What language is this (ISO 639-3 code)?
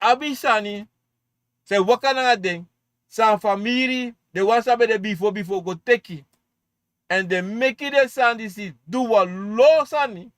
srn